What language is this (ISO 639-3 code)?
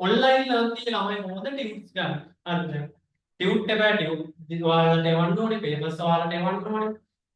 sin